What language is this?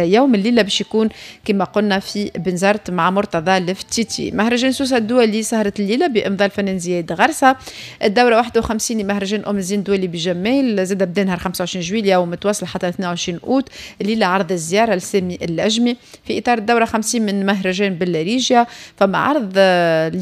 Tunisian Arabic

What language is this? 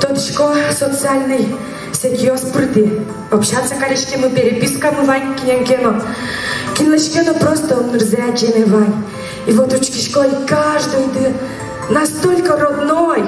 Udmurt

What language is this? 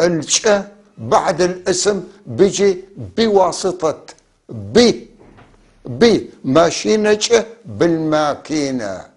North Levantine Arabic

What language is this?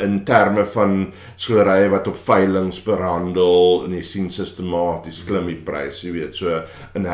Afrikaans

